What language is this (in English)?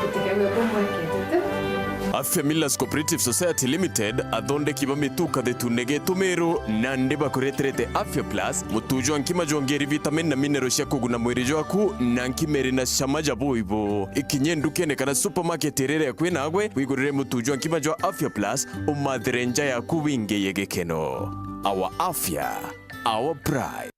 Meru